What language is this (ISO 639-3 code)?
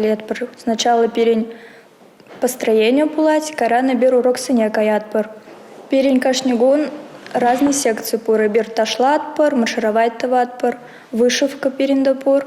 chv